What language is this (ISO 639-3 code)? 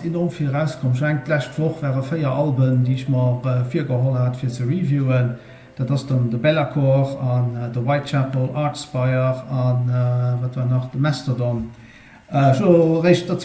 ltz